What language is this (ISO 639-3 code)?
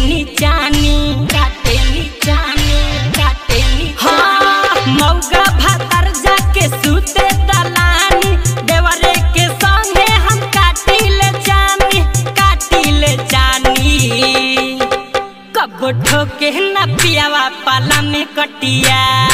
bho